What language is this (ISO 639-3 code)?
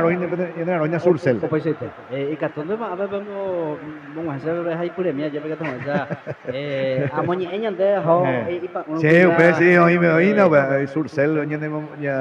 grn